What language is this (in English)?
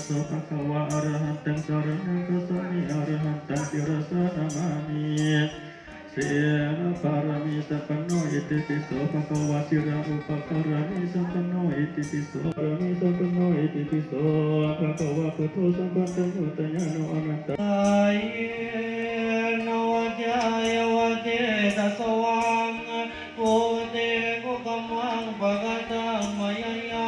Pali